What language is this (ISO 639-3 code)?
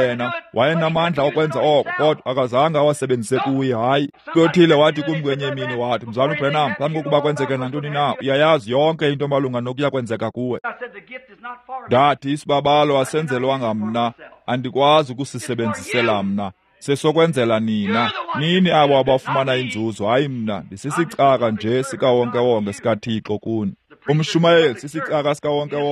xho